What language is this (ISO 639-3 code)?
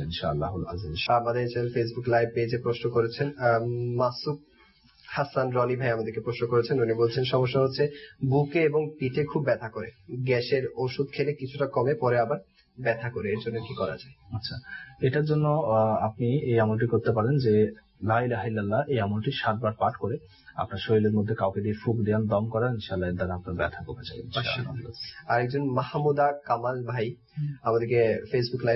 ben